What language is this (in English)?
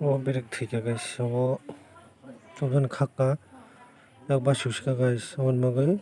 Kok Borok